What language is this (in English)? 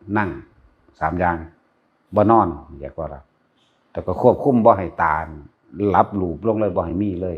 Northeastern Thai